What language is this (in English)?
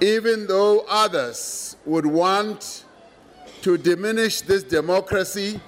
English